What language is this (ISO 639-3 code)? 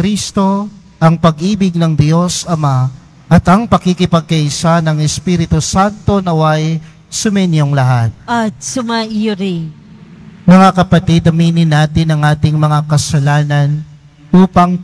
fil